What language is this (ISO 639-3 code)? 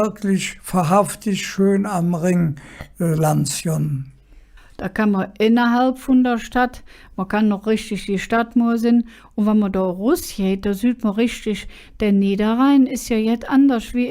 ksh